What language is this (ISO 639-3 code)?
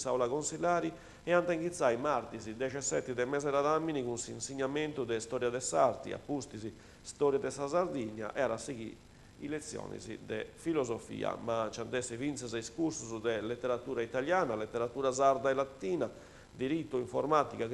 srd